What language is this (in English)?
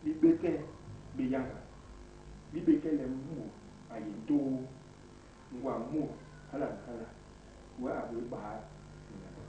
Basaa